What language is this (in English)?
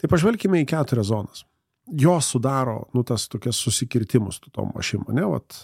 Lithuanian